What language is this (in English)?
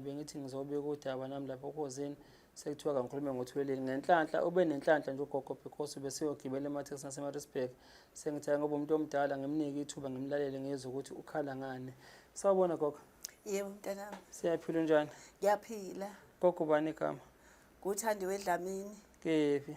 Zulu